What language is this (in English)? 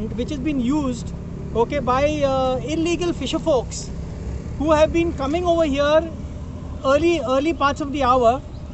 Konkani